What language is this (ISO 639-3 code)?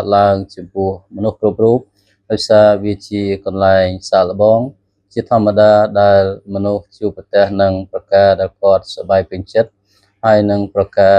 khm